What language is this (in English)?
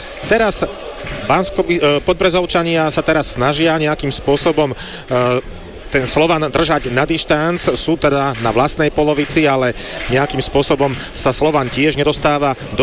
Slovak